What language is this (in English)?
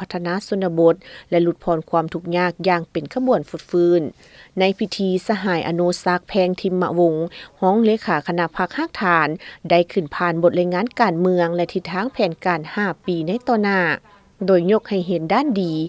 Lao